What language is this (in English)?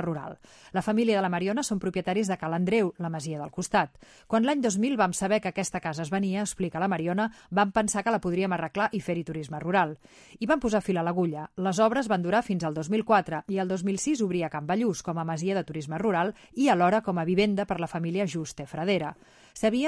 Catalan